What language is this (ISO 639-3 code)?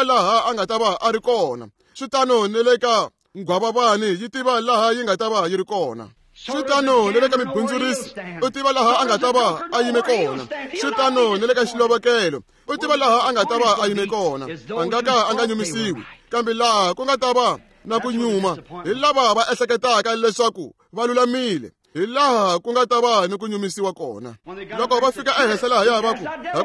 tso